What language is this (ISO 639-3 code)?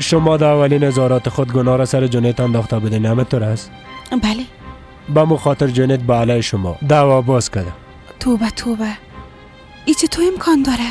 fas